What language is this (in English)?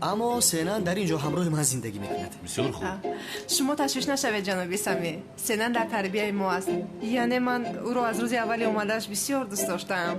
Tajik